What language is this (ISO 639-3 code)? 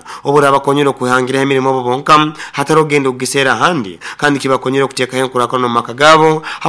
nyn